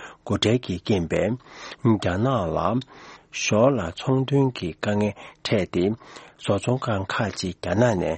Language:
Tibetan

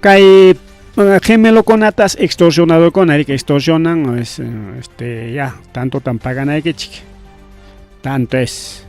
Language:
Ayacucho Quechua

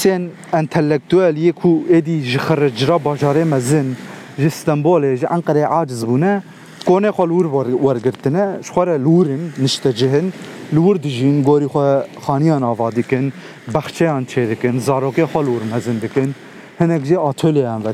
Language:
Kurdish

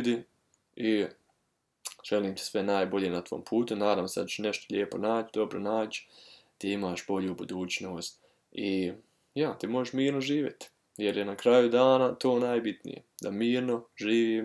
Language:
Croatian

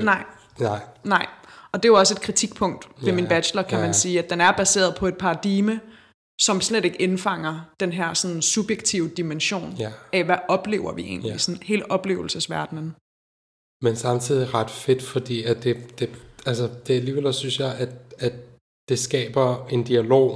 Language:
Danish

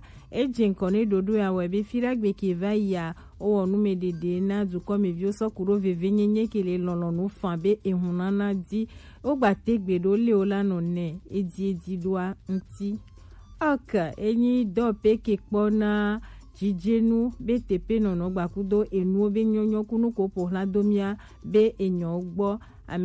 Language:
Gen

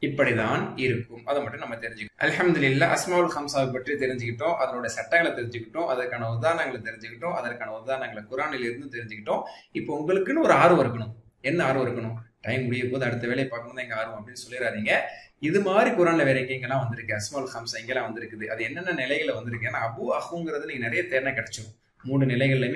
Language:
Tamil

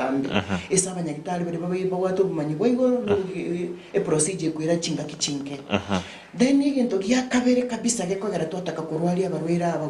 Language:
Gusii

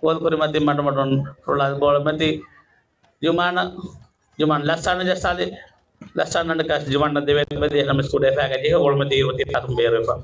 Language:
Divehi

